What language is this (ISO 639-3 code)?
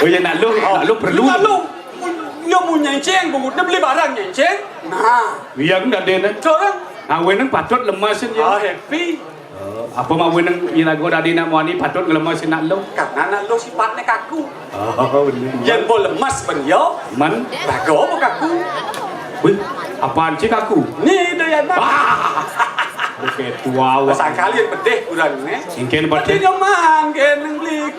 ban